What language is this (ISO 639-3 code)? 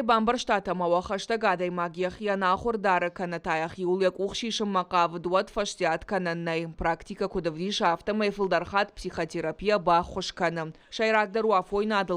oss